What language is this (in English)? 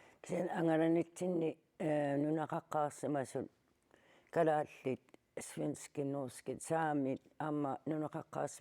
Kalaallisut